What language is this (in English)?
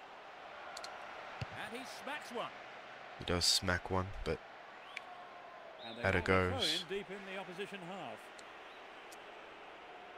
English